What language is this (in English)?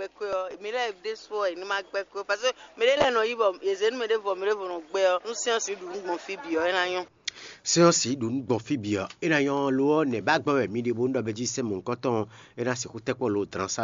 Fon